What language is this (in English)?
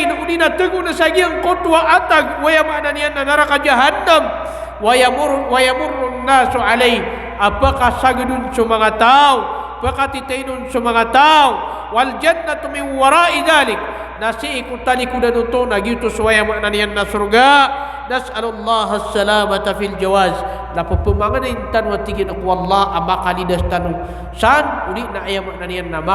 Maranao